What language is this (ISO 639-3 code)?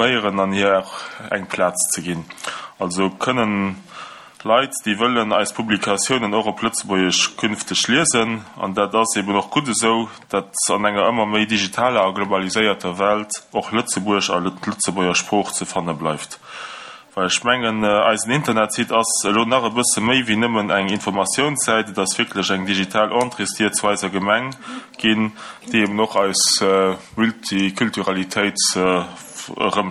ltz